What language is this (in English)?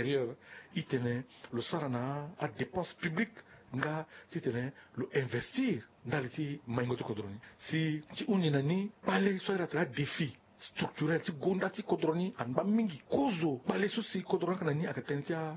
Sango